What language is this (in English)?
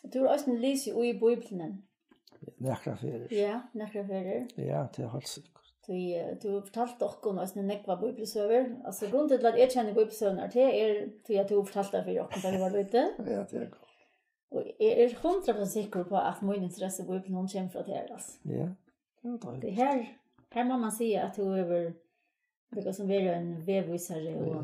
Faroese